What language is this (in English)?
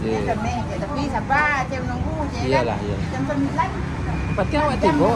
Minangkabau